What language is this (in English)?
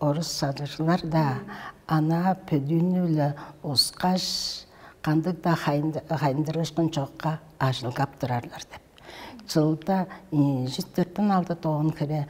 Tuvinian